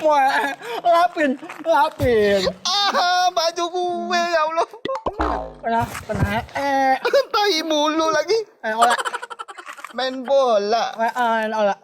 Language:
Betawi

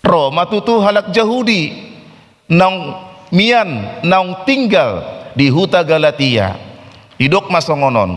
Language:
Batak Toba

